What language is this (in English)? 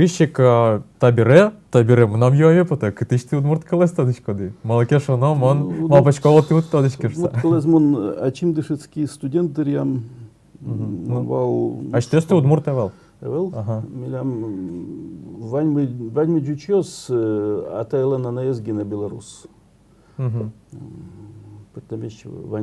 Udmurt